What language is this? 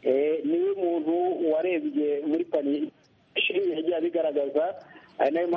Kinyarwanda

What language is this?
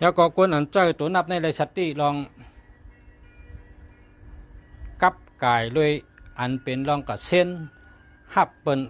Shan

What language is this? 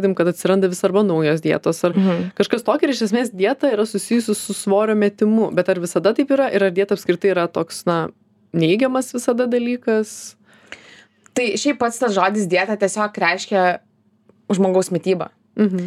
Lithuanian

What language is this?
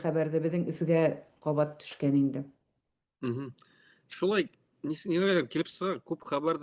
Bashkir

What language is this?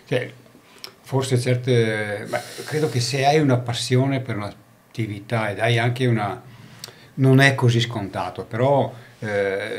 Italian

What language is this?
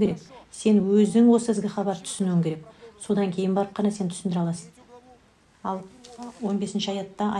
Kazakh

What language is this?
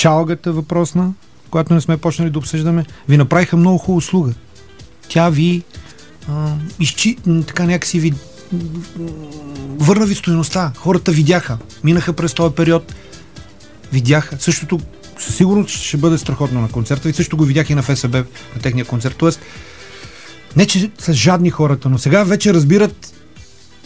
Bulgarian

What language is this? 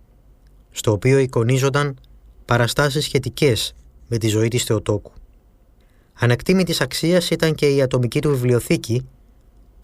Greek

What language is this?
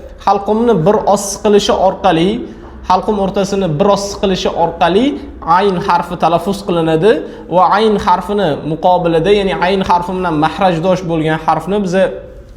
Uzbek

